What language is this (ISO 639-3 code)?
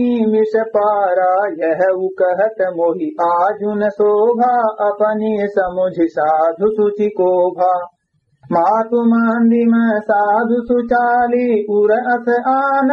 awa